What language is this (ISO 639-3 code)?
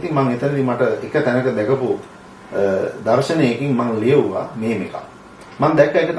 sin